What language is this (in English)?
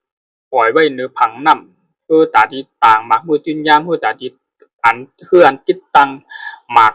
Shan